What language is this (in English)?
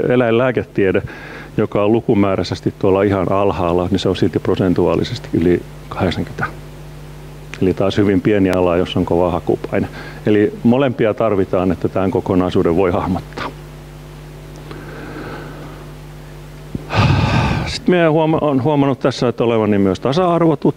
Finnish